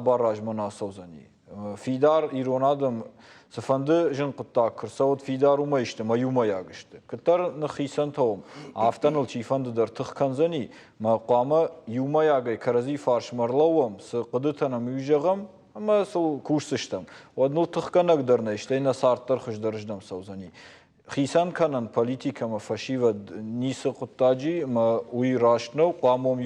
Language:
Ossetic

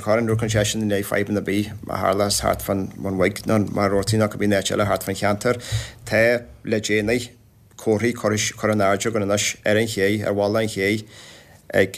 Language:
Irish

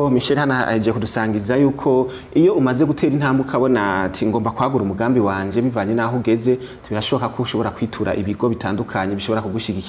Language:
Rundi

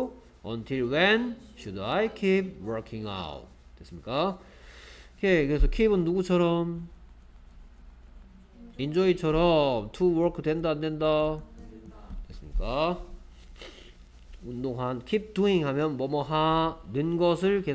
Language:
Korean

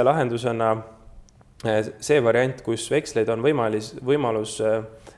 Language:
Estonian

